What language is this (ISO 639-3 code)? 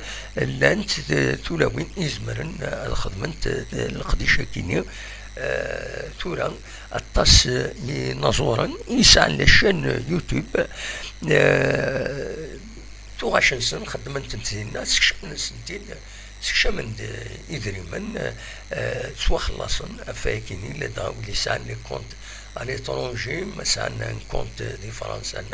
kab